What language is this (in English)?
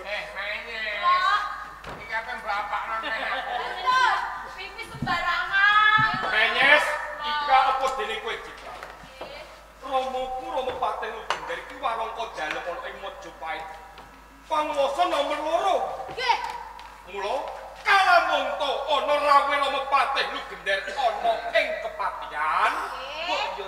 Javanese